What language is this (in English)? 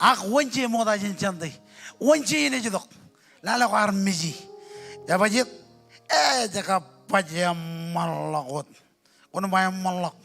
Marshallese